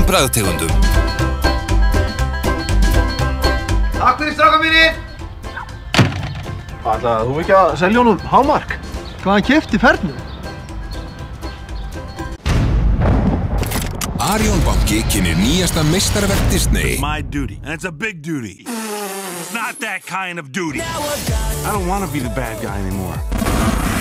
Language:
Icelandic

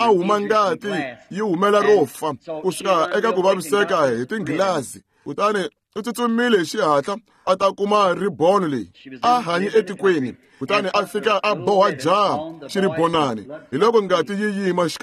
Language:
Tsonga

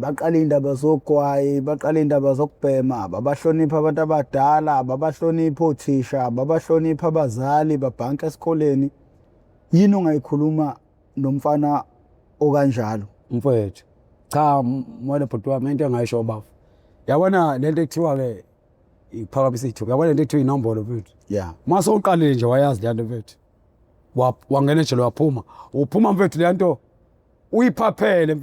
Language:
Zulu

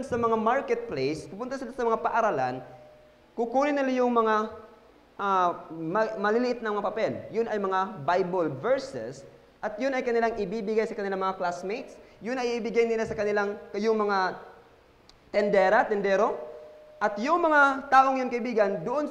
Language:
Filipino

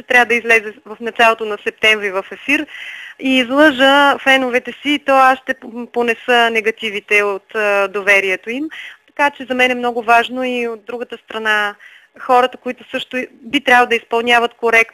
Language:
Bulgarian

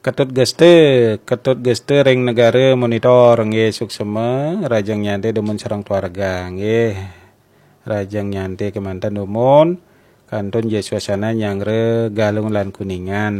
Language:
Balinese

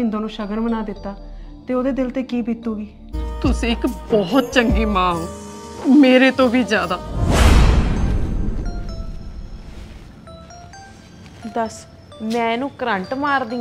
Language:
Punjabi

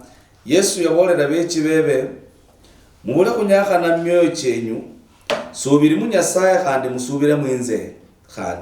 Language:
Luyia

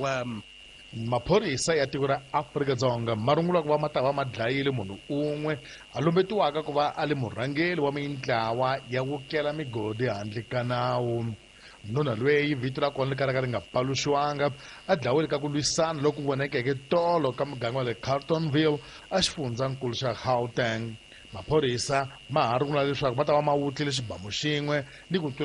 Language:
Tsonga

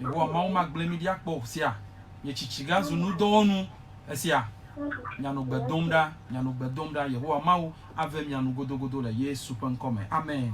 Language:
Ewe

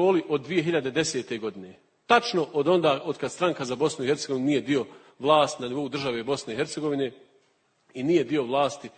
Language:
Bosnian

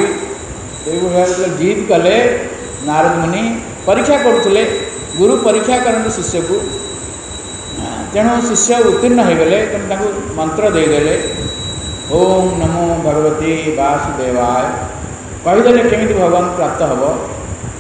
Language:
Odia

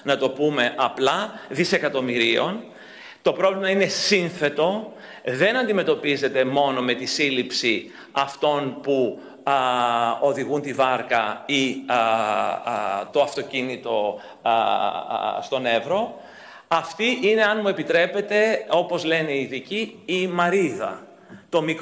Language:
Greek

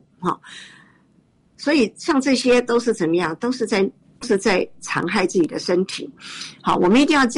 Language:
Chinese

